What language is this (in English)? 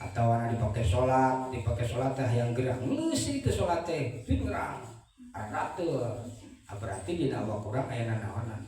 Sundanese